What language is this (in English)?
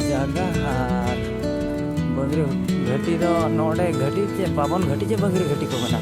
Santali